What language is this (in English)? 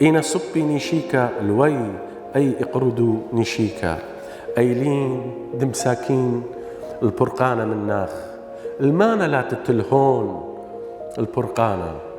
Assyrian Neo-Aramaic